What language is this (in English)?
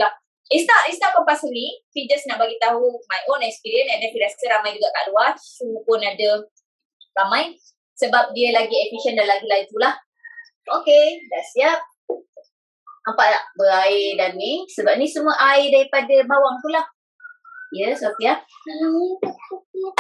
Malay